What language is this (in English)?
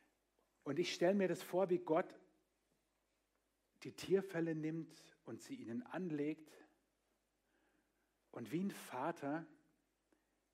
German